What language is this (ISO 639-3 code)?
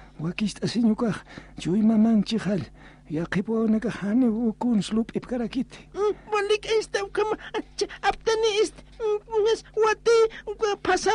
aym